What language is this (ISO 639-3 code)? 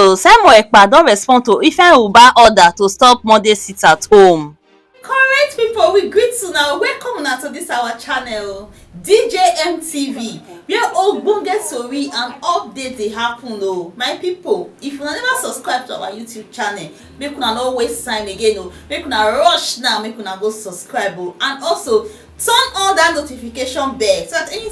pcm